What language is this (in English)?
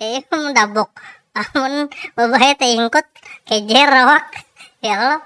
Banjar